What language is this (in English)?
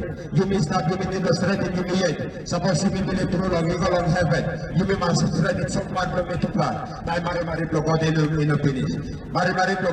Tok Pisin